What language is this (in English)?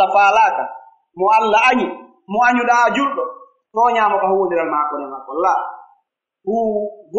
Pular